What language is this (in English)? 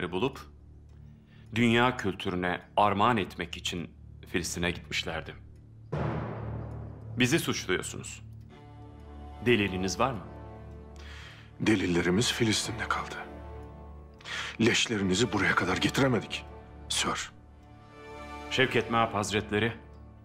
Turkish